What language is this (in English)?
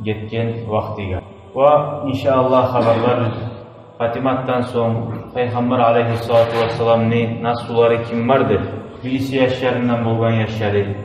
Kumyk